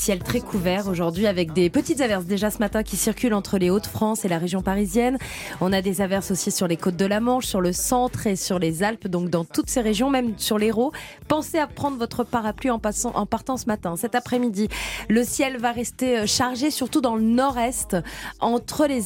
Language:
French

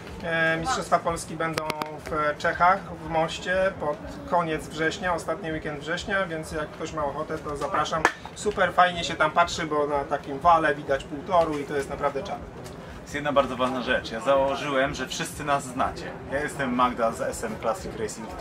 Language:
Polish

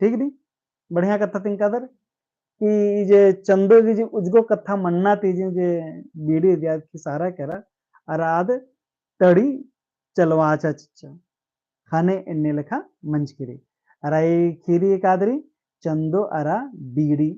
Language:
Kurukh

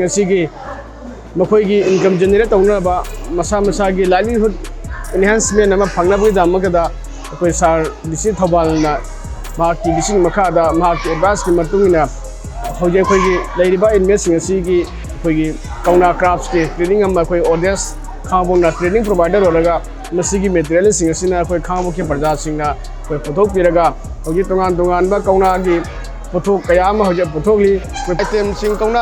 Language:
Manipuri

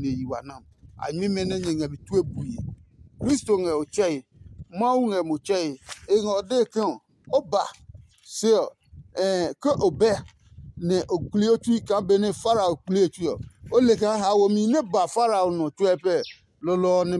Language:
Adangme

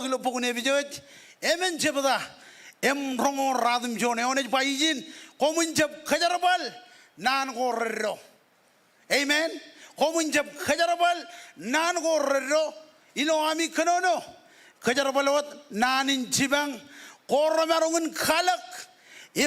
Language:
Marshallese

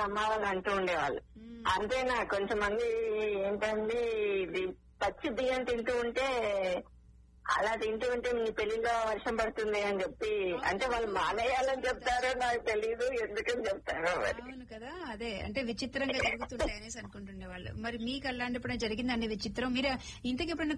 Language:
Telugu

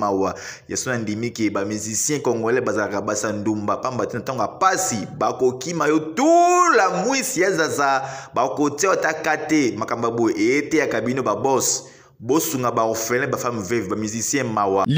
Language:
Lingala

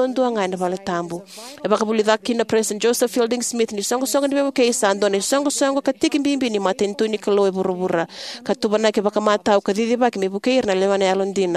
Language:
Fijian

